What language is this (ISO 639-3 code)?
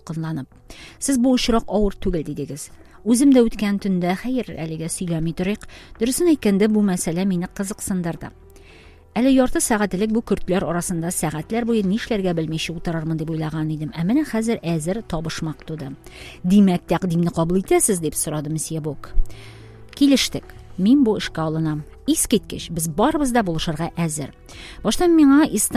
tat